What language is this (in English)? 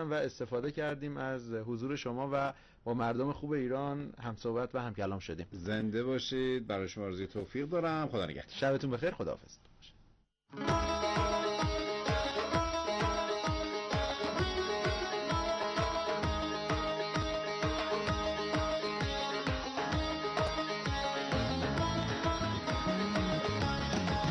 Persian